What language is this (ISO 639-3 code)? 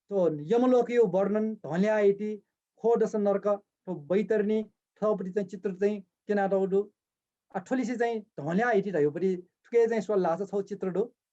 new